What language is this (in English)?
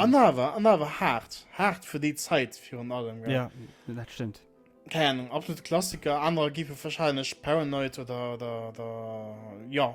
Luxembourgish